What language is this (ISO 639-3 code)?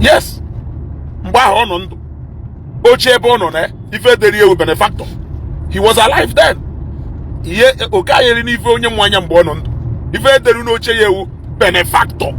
ibo